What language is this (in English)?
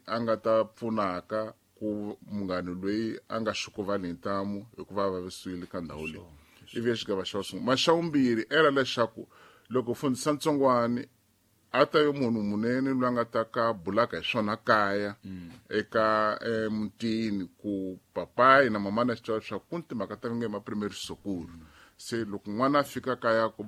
Tsonga